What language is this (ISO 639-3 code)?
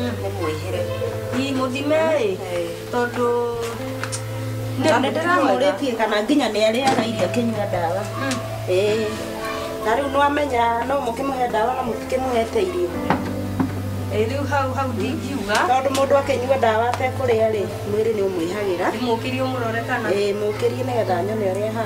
kik